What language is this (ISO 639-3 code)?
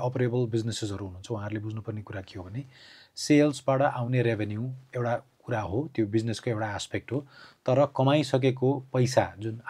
nep